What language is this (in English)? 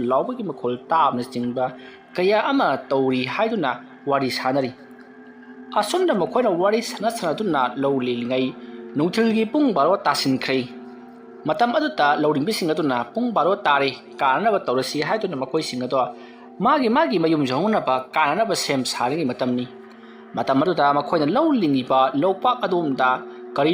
Manipuri